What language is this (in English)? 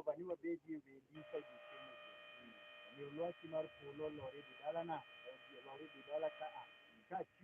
Luo (Kenya and Tanzania)